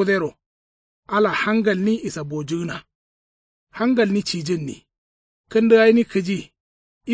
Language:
Kanuri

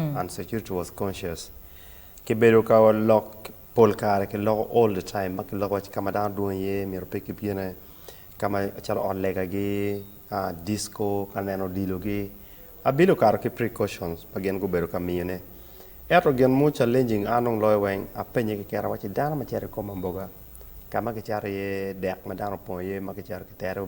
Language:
Acoli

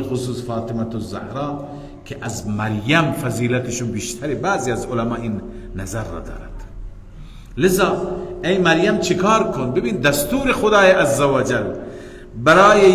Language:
Persian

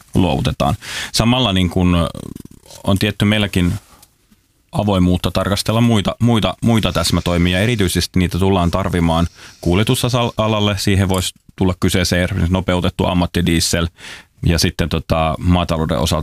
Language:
Finnish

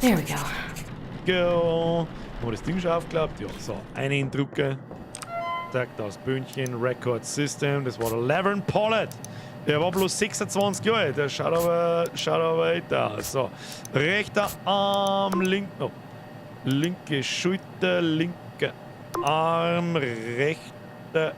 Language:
Bavarian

